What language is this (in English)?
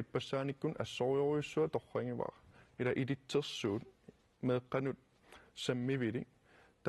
Kalaallisut